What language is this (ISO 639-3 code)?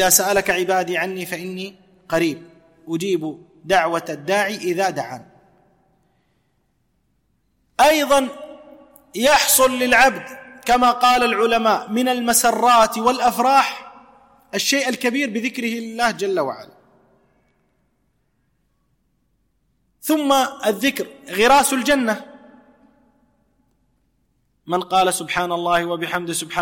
ara